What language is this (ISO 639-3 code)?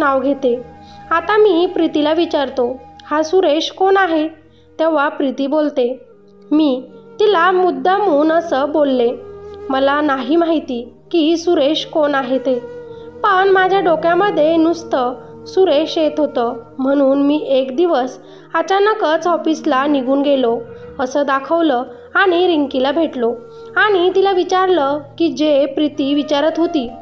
mar